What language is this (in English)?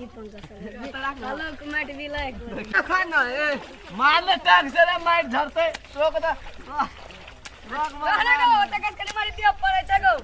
Maithili